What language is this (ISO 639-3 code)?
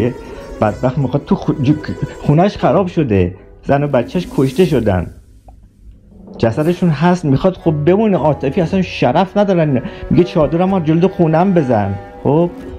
fas